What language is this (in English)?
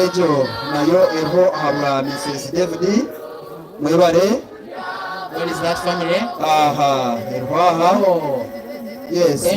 Nyankole